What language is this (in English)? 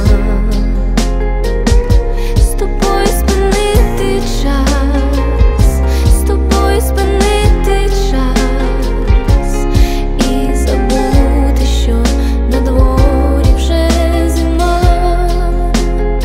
Ukrainian